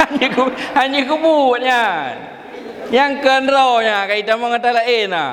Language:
Achinese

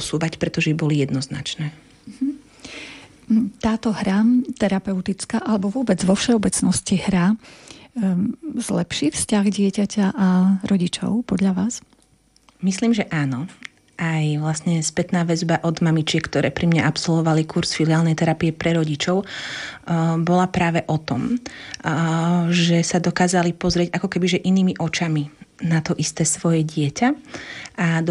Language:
Slovak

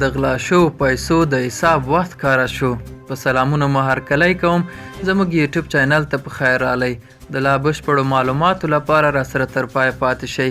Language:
Pashto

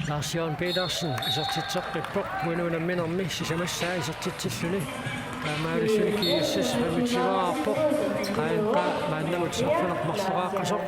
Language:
Kalaallisut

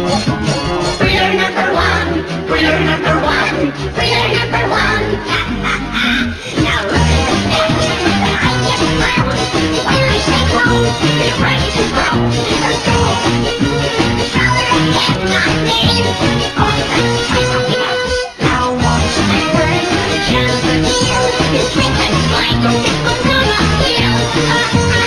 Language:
English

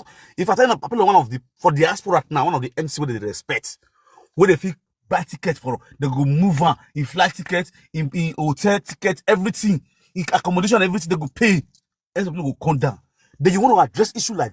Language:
Nigerian Pidgin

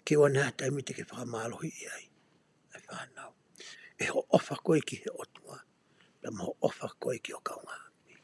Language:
Tongan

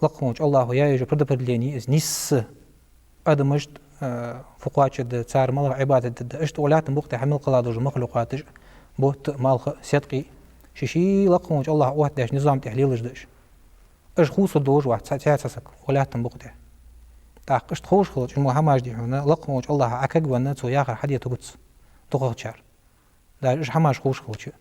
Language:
Ingush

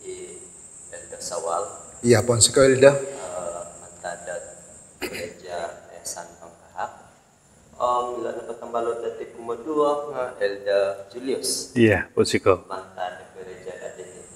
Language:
Central Dusun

